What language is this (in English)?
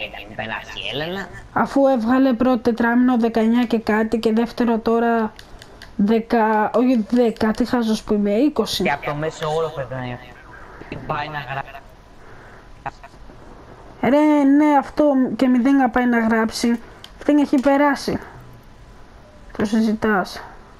Greek